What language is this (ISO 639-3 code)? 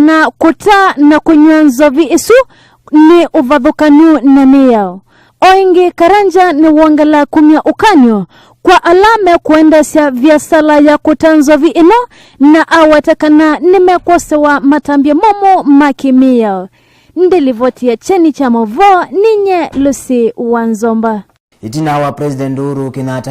kam